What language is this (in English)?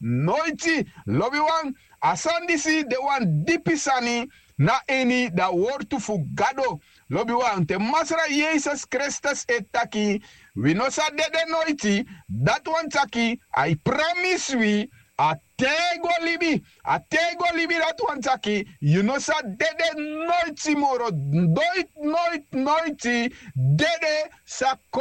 Sranan Tongo